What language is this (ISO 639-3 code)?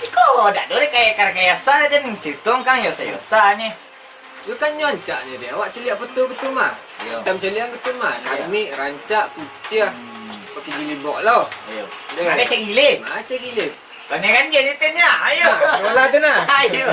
min